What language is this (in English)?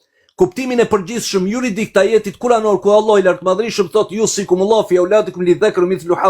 Albanian